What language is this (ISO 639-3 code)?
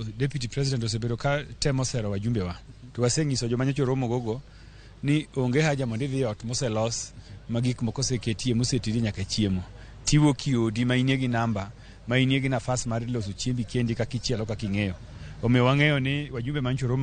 luo